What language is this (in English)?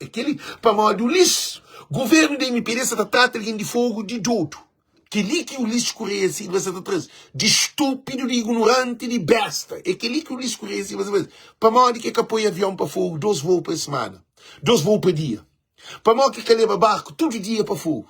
Kabuverdianu